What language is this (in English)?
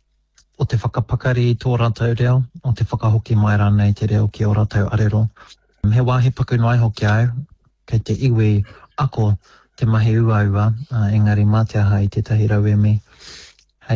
Māori